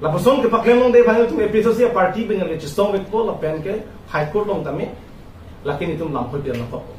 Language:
Karbi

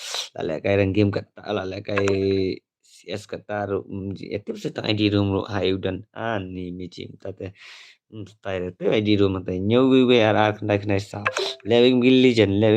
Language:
Khasi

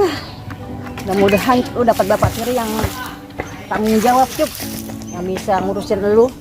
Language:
Betawi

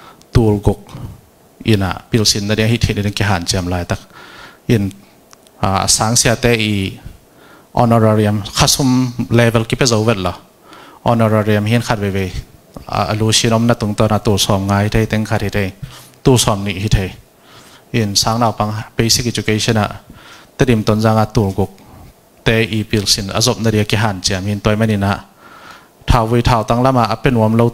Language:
Tedim Chin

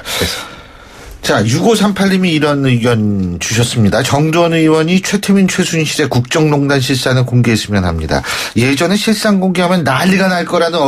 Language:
Korean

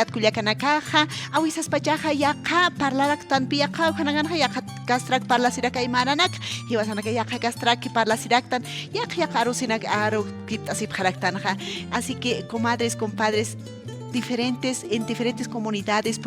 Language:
Aymara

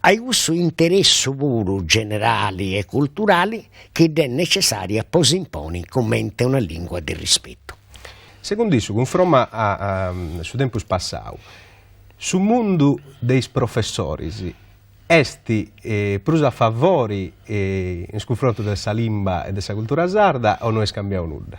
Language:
Sardinian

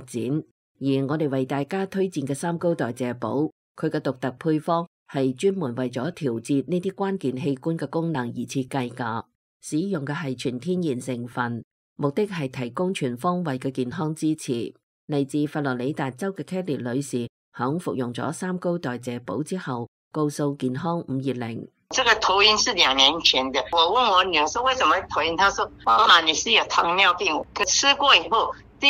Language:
Cantonese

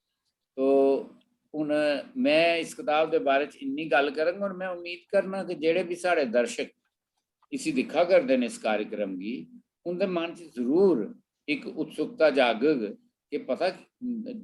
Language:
Dogri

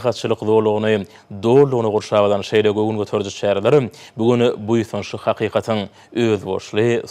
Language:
Turkmen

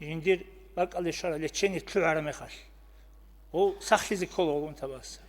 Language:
Avaric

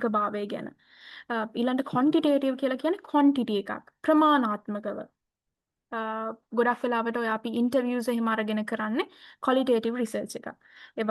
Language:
Sinhala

